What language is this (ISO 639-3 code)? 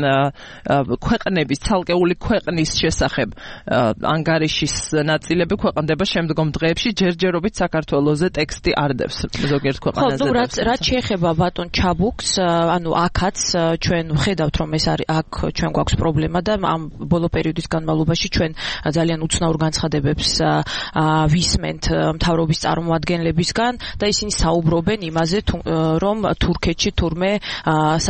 kat